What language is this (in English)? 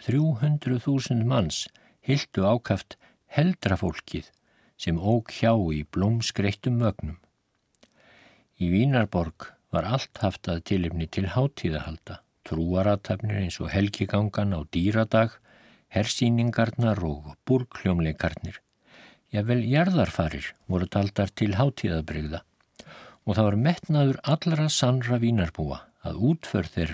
Icelandic